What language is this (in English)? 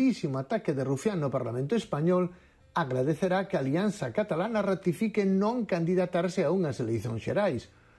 Galician